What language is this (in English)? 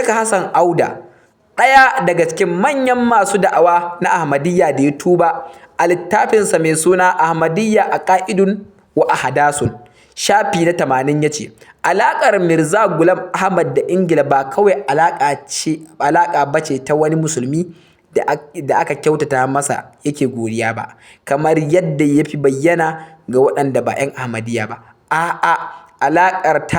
Hausa